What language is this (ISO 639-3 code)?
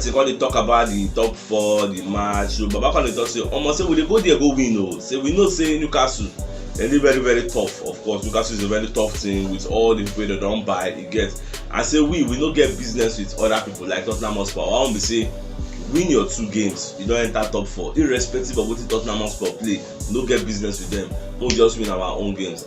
pcm